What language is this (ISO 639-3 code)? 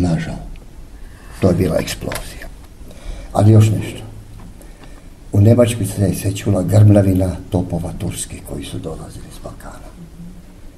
hrv